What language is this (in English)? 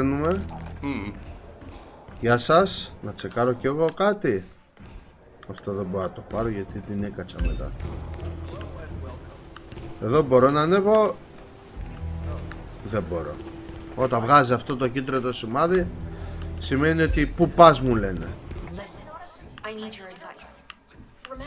Greek